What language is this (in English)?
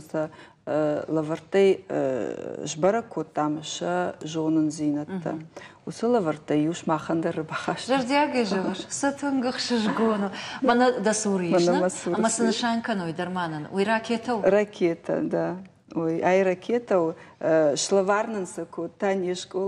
Ossetic